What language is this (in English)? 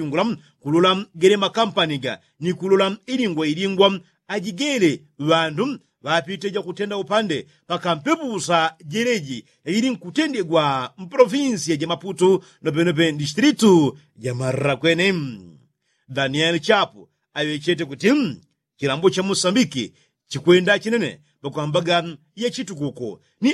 Yao